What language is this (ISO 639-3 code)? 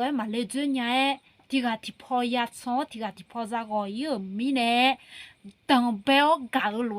ahk